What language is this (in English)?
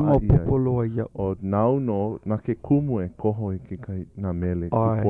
Hawaiian